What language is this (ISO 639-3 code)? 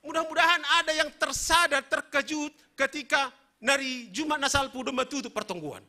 bts